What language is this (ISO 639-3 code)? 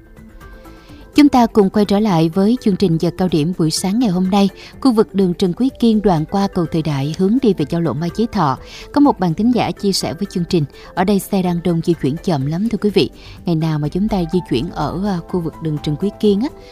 vie